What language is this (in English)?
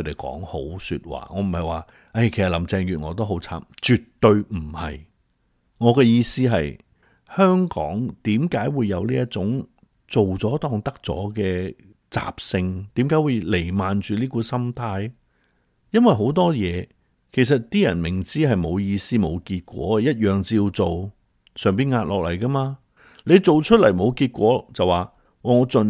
Cantonese